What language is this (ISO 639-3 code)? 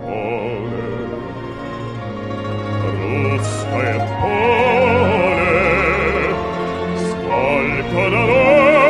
slk